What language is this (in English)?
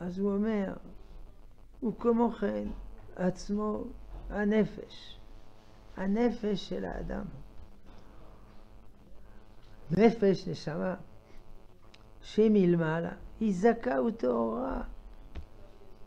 Hebrew